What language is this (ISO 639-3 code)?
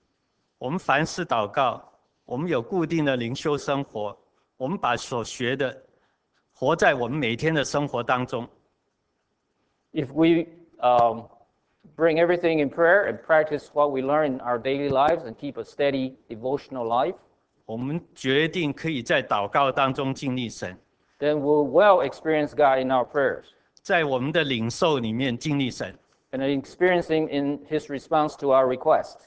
zho